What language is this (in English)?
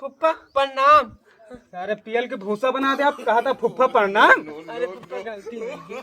Awadhi